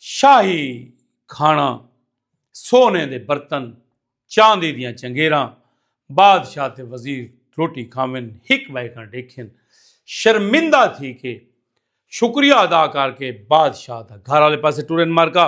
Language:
Saraiki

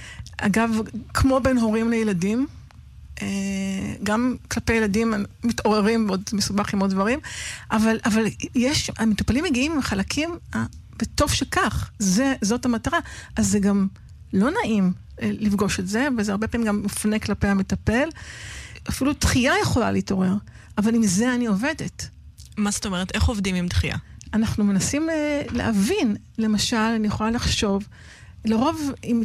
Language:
Hebrew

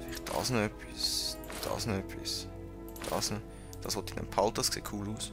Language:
Swiss German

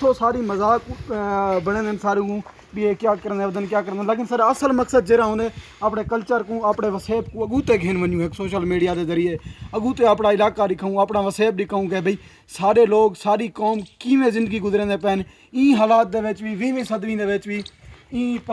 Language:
Saraiki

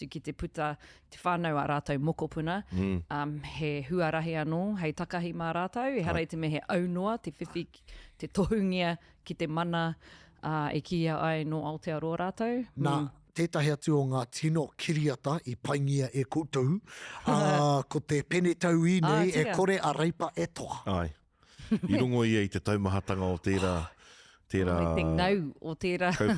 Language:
Māori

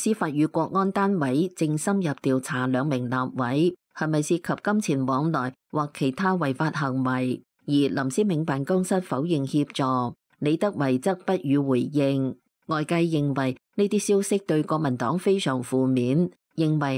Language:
Cantonese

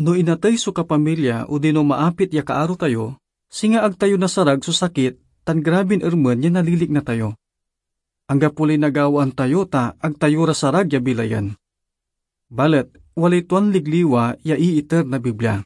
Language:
Pangasinan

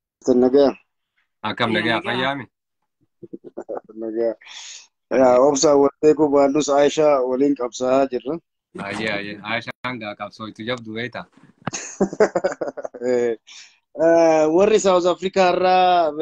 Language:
Oromo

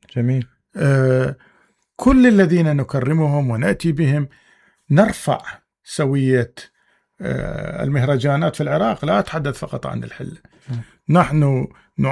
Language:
Mesopotamian Arabic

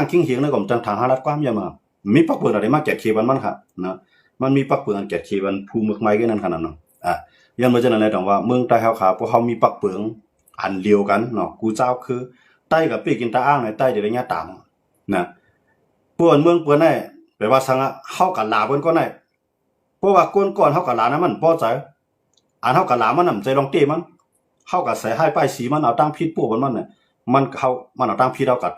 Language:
Shan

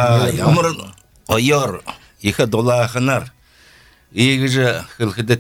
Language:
Belarusian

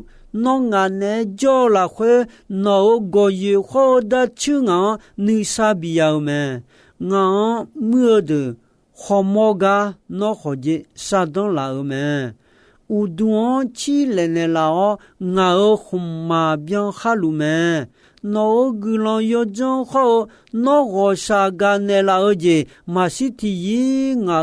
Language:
Akha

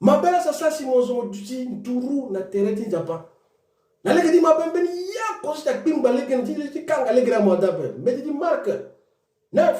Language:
Sango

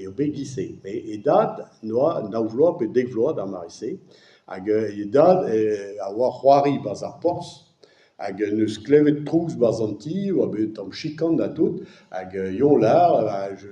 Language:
Breton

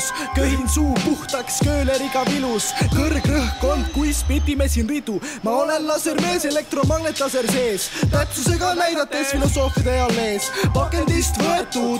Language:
Estonian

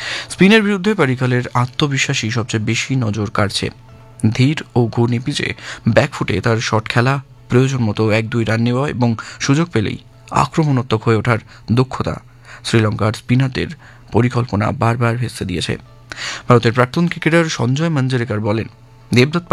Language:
Bangla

